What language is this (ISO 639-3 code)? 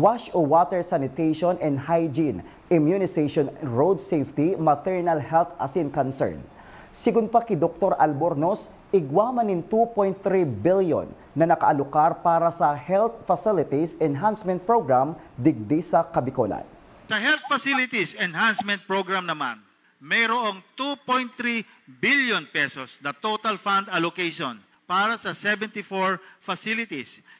bik